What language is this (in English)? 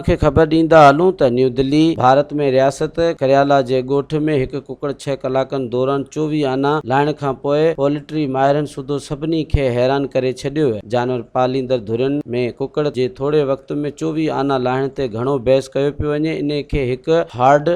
Sindhi